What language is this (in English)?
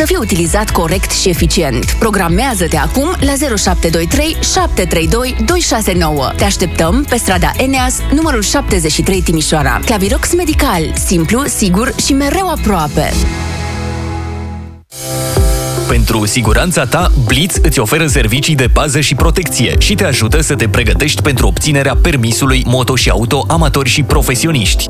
Romanian